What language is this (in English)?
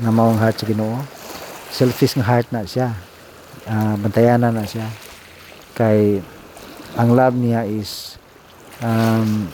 Cebuano